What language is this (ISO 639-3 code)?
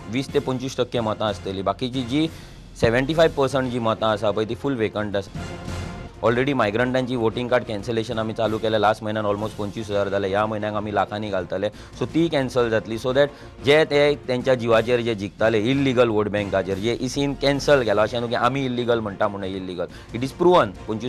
kok